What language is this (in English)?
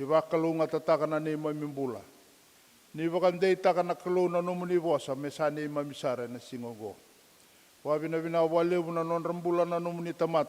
Fijian